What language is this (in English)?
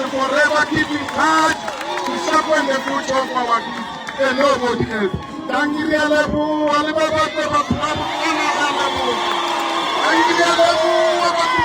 Tswana